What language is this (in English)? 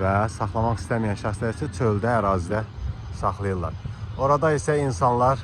Azerbaijani